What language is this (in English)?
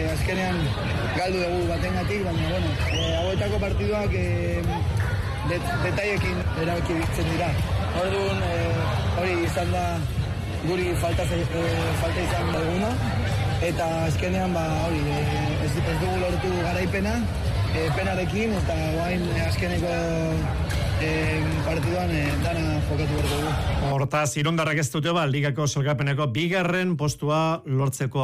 Basque